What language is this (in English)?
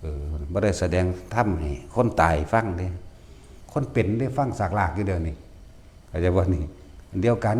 Northeastern Thai